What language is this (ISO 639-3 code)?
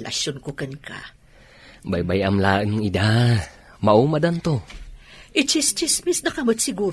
ilo